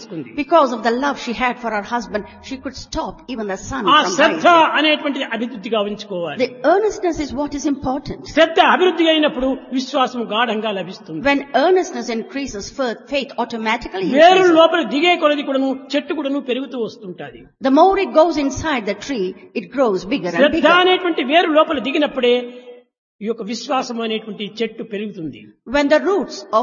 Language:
Telugu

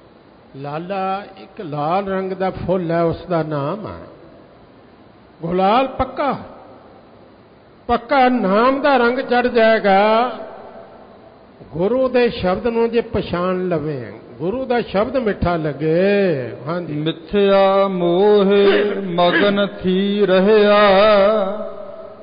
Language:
Punjabi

